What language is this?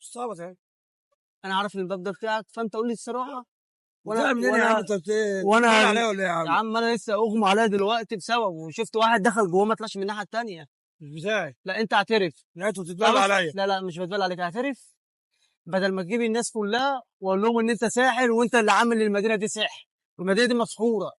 Egyptian Arabic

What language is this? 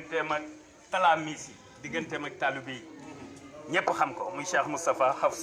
Wolof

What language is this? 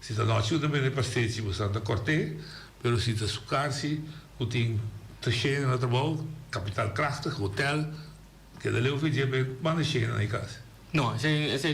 Papiamento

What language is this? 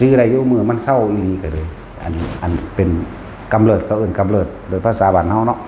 Northeastern Thai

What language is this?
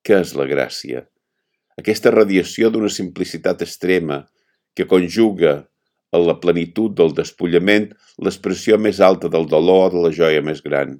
Catalan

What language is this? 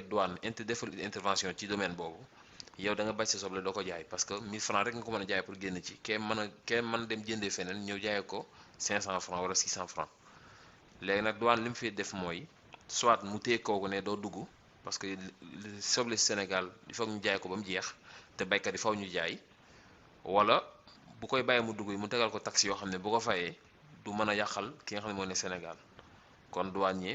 Wolof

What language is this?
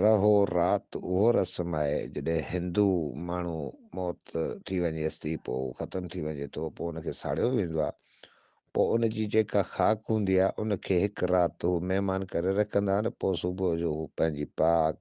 Sindhi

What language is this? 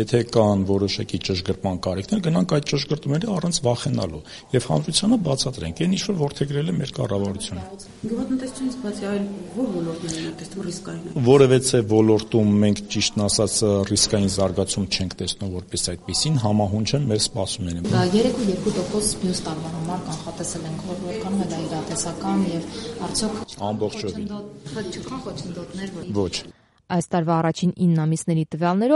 Armenian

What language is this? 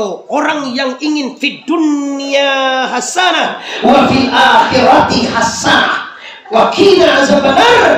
Minangkabau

